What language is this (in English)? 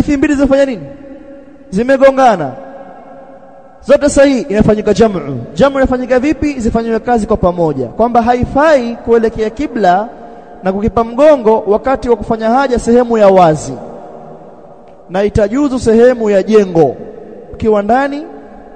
Swahili